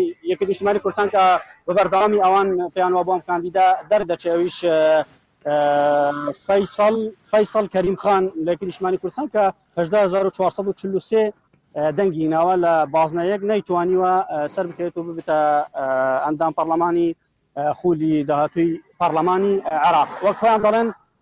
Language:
Central Kurdish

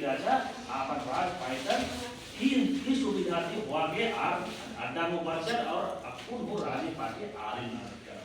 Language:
Kurukh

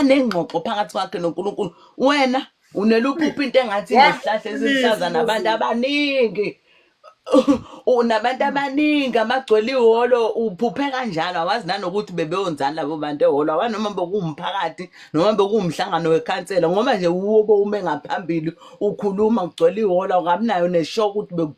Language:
Zulu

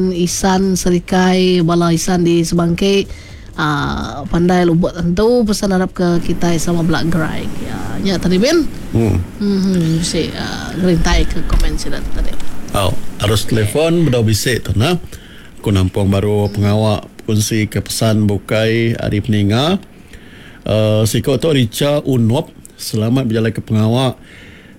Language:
Iban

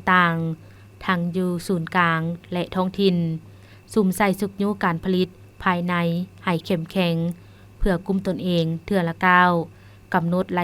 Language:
Lao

